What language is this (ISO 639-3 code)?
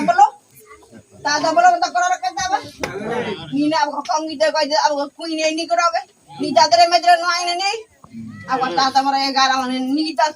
gym